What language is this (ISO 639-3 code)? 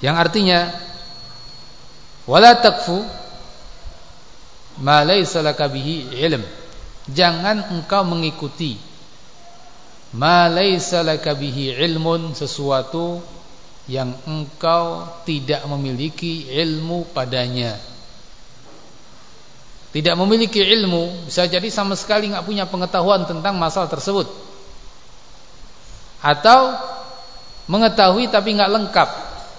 ind